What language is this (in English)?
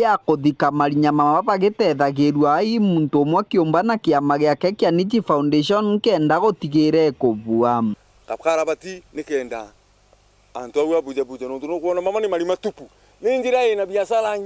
Meru